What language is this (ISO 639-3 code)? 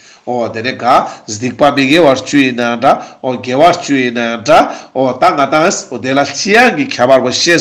lbj